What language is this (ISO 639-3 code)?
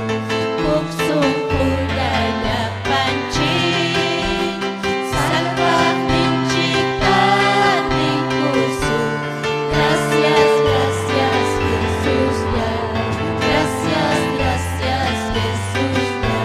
quy